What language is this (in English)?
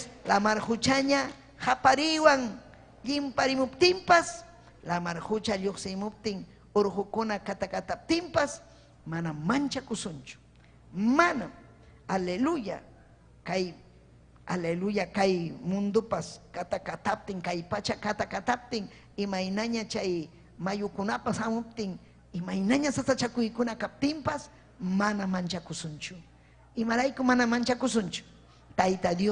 Ayacucho Quechua